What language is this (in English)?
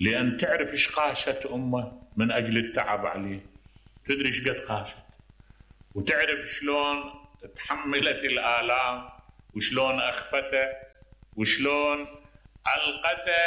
Mesopotamian Arabic